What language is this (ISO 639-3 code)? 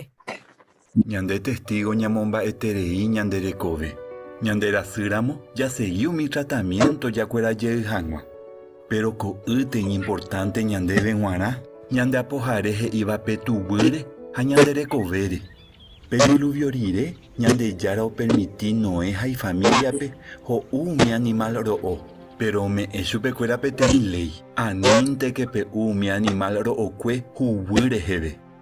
grn